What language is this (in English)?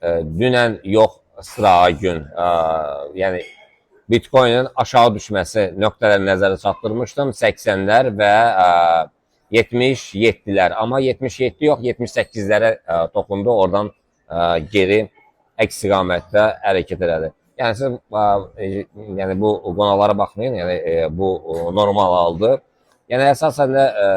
Azerbaijani